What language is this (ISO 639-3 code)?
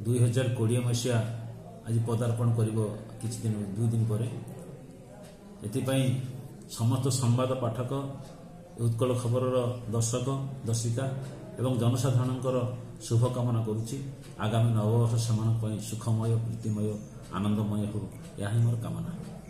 ori